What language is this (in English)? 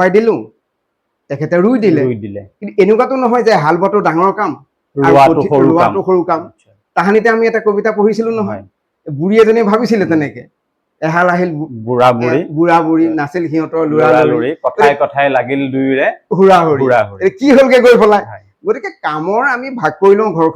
Assamese